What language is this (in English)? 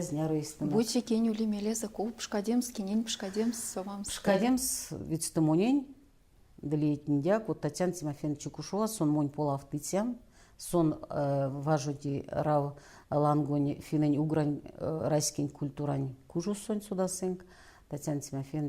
Erzya